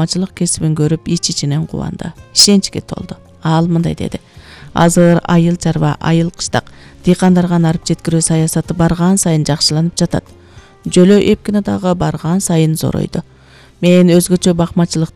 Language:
Kyrgyz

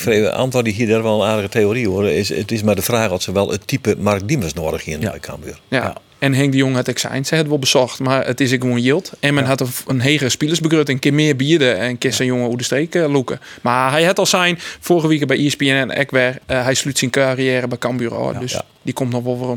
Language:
Western Frisian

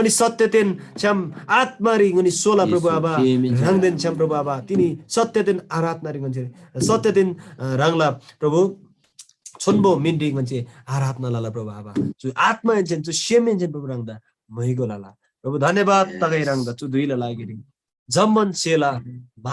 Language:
Eastern Tamang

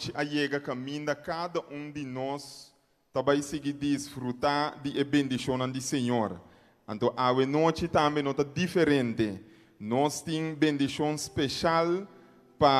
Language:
Papiamento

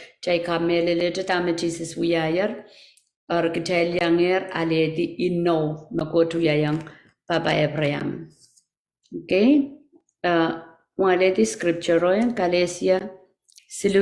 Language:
Pohnpeian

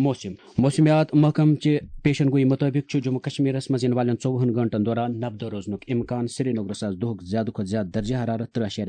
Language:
Kashmiri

